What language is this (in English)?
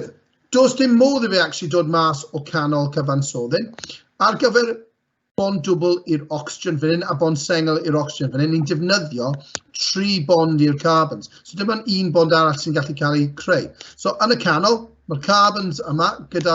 Welsh